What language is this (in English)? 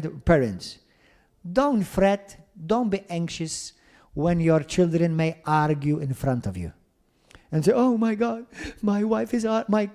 English